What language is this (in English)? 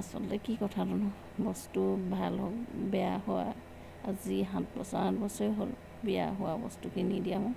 Assamese